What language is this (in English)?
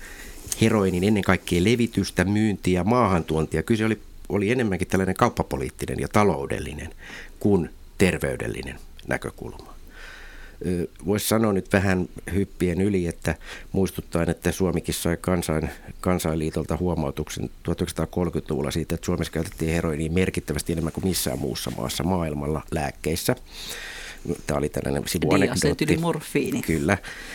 Finnish